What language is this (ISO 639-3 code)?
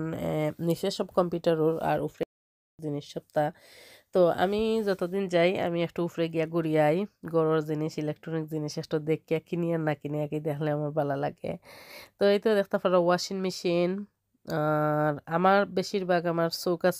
syl